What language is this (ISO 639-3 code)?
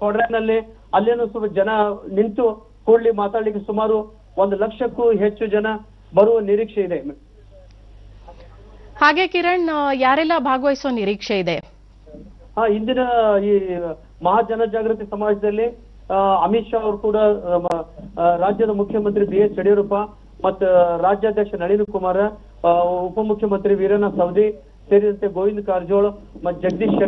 kan